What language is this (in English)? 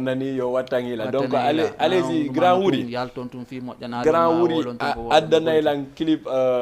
Fula